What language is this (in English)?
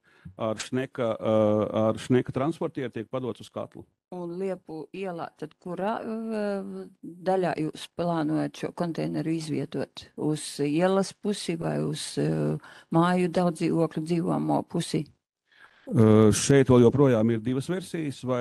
Latvian